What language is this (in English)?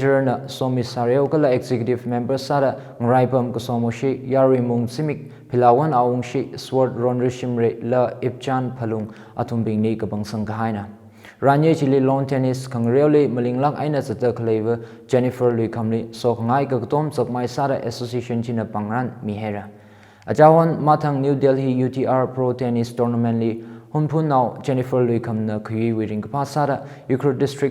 Tangkhul Naga (India)